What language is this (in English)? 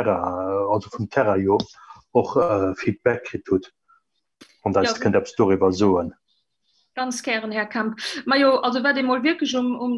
Luxembourgish